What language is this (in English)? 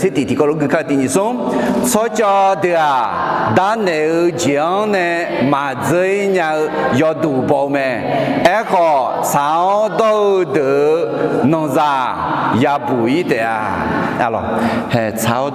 Akha